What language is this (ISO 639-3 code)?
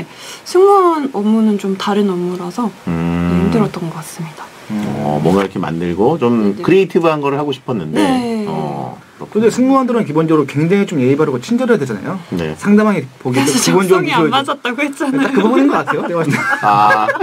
kor